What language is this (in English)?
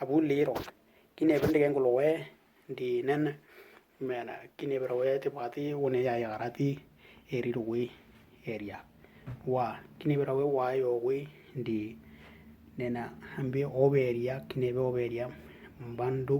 Western Dani